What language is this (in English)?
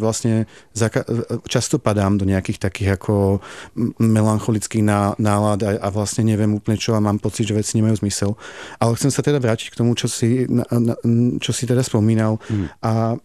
Slovak